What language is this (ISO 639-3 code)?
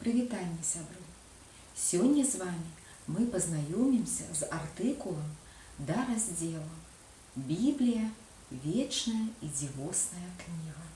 bel